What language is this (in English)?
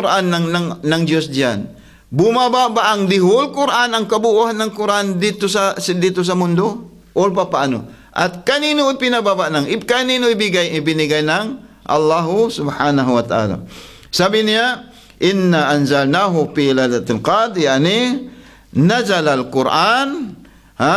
Filipino